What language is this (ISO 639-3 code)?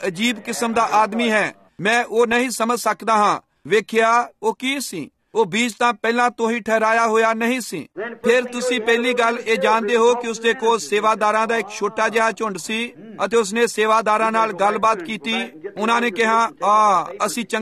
pan